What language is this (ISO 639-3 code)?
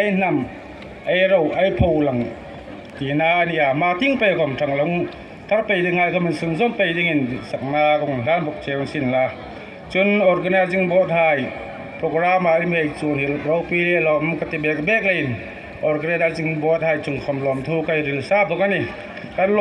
hmr